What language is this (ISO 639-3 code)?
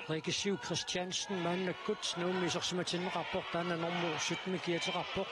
kal